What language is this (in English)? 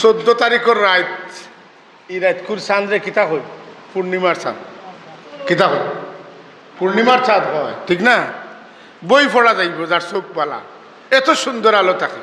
Sylheti